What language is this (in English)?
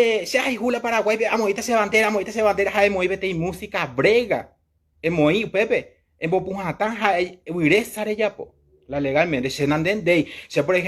Guarani